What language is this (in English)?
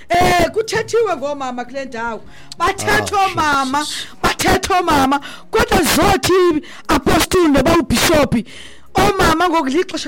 Xhosa